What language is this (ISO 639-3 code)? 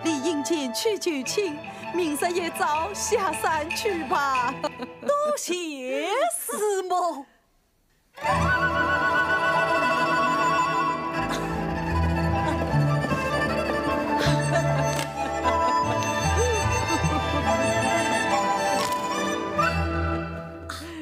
zho